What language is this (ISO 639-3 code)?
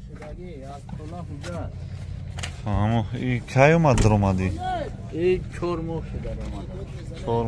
tgk